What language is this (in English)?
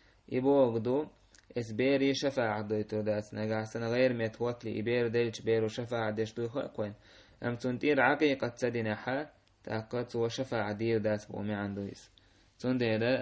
Chechen